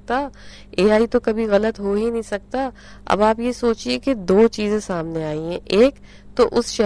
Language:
Urdu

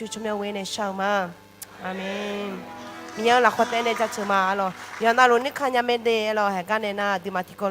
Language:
Akha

